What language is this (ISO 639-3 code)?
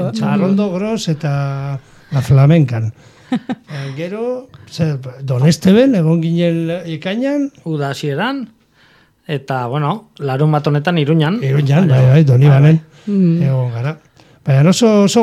eus